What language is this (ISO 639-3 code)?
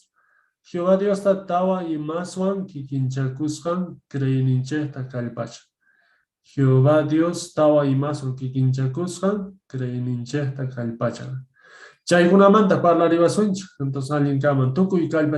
que